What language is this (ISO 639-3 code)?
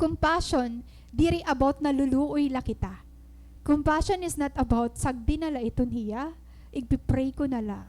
war